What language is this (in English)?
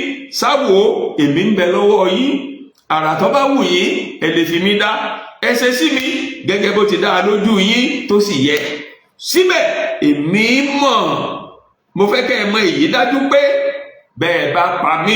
Yoruba